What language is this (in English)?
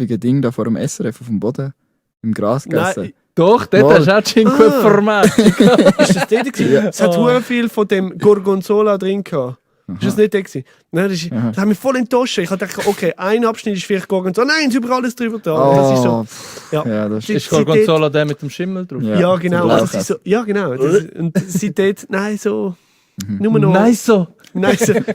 Swiss German